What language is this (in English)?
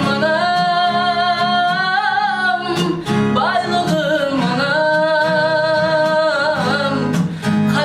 Kara-Kalpak